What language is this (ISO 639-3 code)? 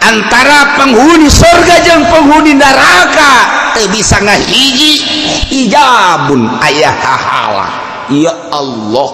sun